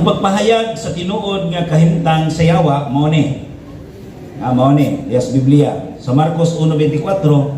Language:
Cebuano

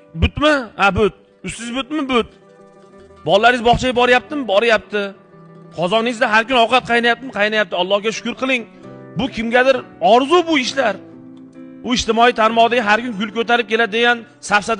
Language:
Uzbek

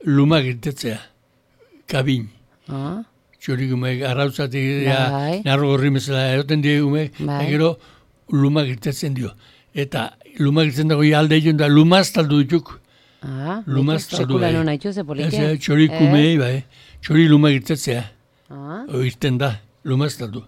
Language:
Basque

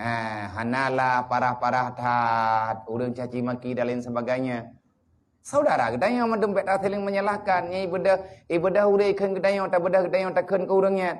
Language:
Achinese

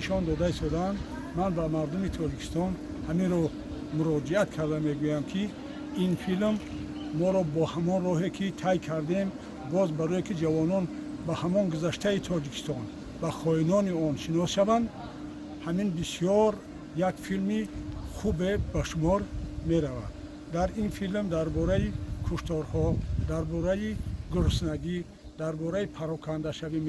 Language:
Tajik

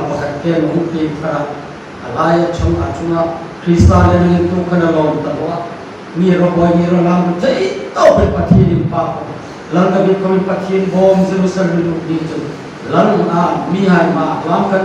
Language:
Hmar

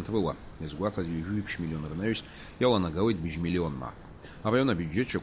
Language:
Abkhazian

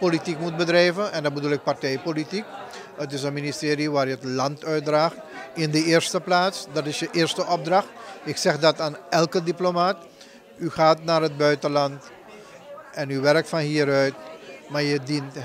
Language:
Dutch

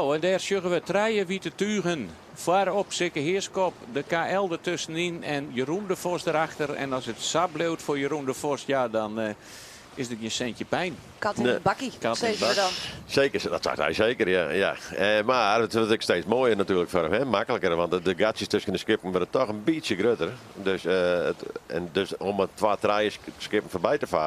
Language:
Western Frisian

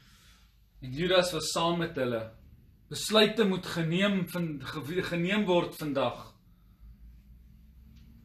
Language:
Afrikaans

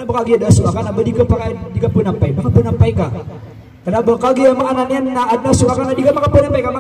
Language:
Maranao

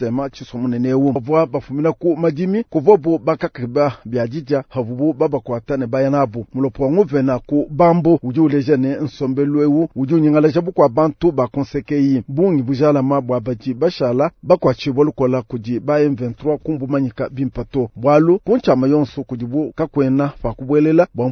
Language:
Luba-Lulua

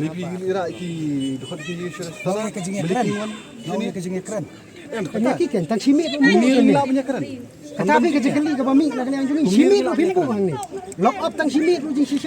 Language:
Khasi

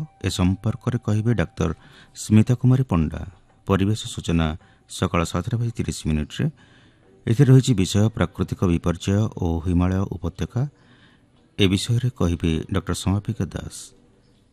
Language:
Odia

